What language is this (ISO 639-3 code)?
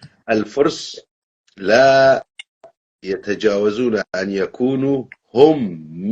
apc